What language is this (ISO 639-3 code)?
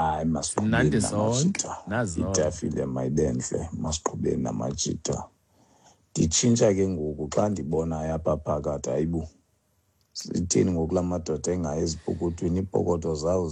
xho